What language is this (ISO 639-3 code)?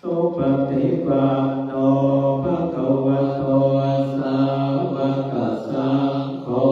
pli